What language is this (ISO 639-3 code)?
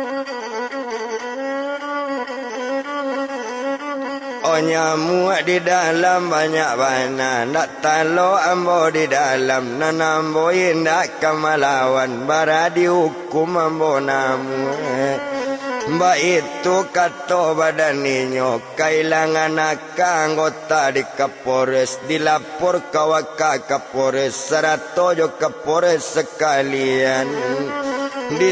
min